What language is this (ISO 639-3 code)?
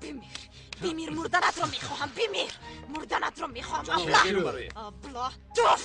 tgk